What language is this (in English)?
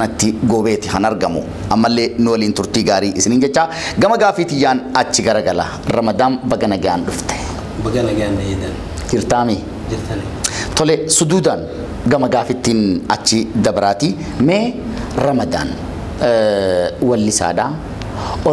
Oromo